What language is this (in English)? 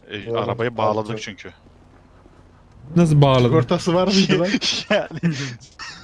Turkish